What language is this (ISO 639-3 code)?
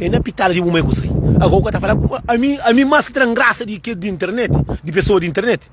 kea